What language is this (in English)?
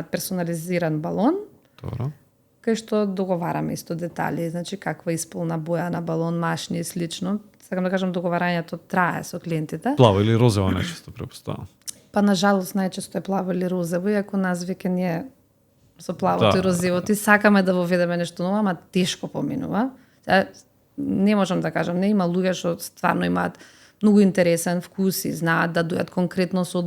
Macedonian